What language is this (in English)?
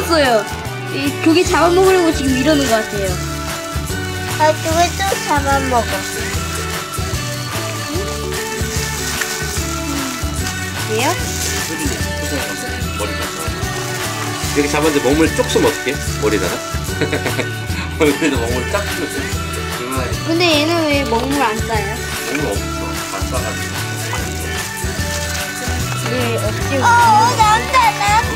Korean